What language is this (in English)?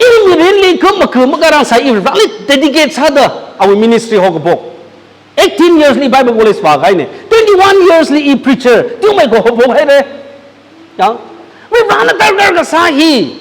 Tangkhul Naga (India)